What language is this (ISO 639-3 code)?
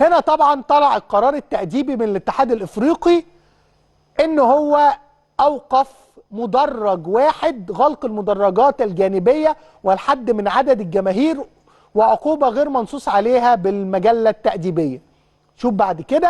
arz